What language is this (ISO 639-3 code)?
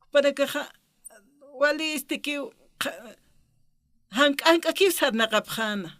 aym